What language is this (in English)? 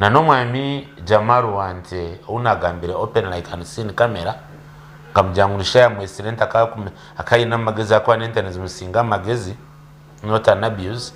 Nyankole